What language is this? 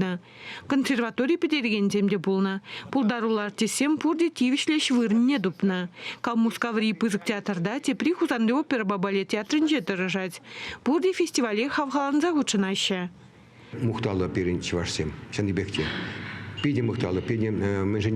Chuvash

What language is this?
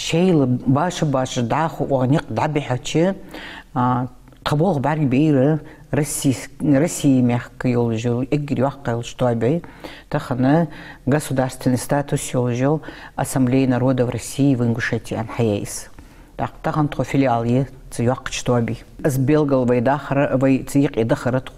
Ingush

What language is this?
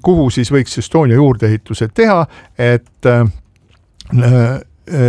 Estonian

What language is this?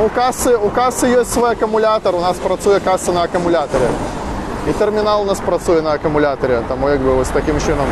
Belarusian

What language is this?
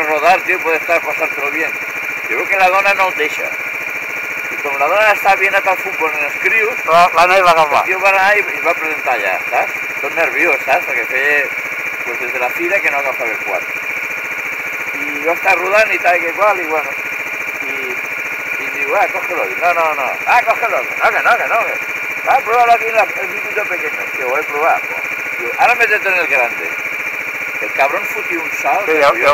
Catalan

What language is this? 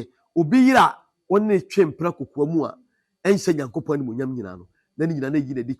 Akan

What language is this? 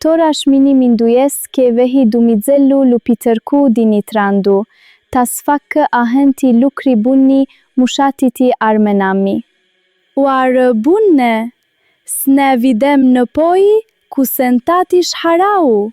Aromanian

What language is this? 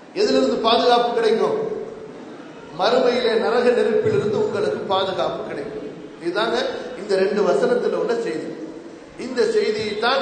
Tamil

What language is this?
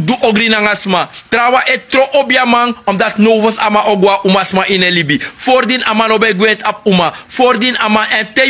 Sranan Tongo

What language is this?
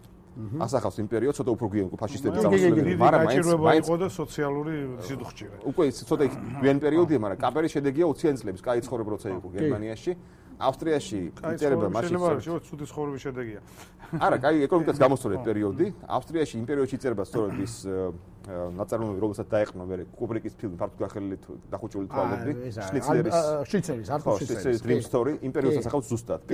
Georgian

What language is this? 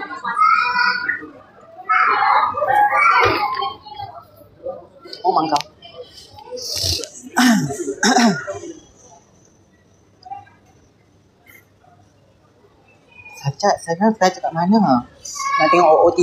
Malay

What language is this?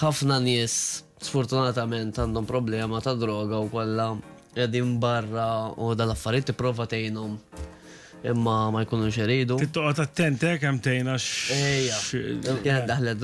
Maltese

